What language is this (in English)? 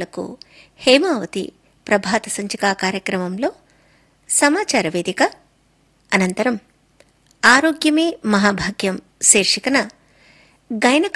Telugu